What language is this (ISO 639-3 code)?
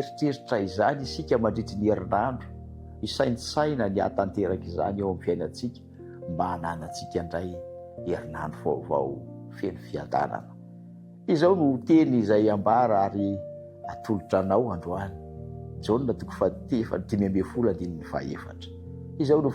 mlg